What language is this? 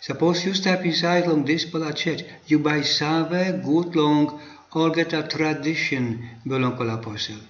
Tok Pisin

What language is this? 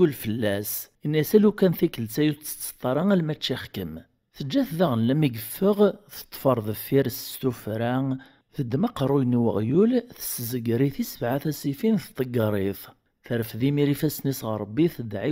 Kabyle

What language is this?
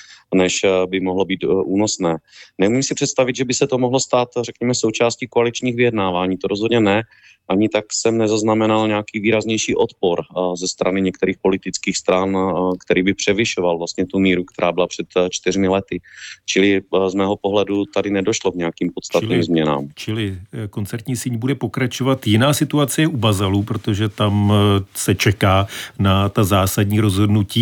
Czech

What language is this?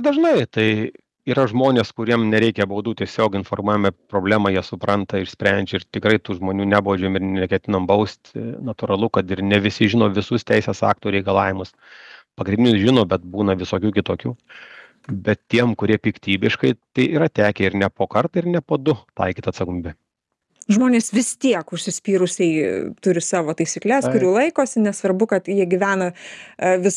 Lithuanian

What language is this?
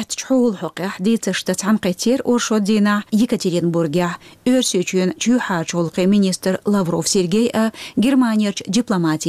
Chechen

